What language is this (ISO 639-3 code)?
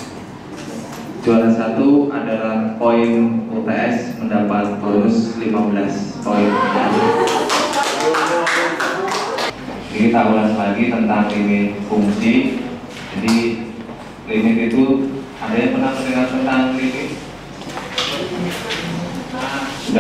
ind